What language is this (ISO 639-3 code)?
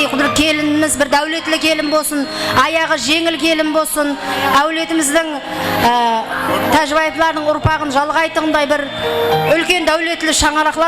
kaa